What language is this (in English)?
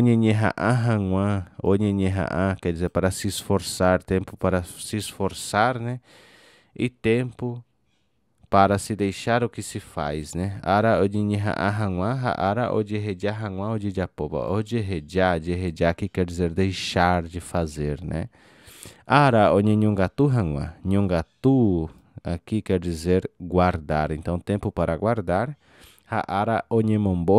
Guarani